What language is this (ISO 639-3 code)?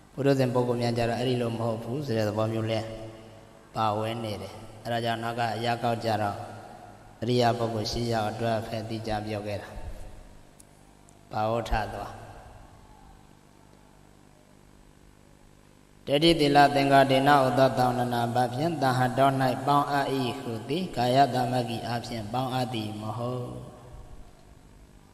mya